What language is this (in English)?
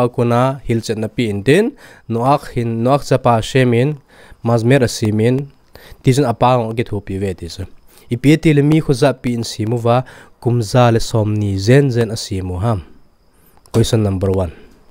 Thado Chin